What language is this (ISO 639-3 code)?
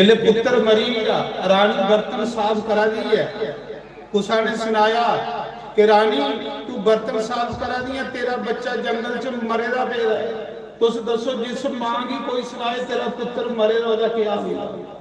doi